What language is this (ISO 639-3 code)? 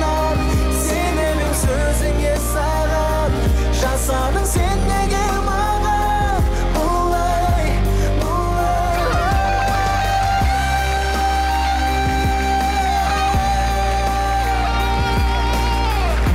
kaz